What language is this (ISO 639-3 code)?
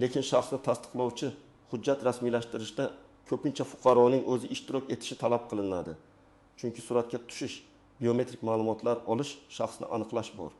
uzb